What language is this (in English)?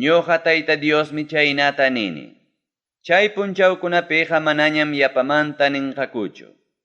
Ayacucho Quechua